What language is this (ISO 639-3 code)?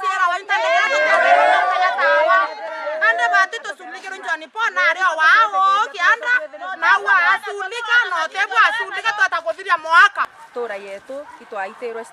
mer